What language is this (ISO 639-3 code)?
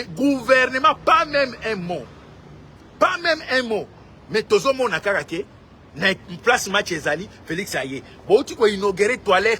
lin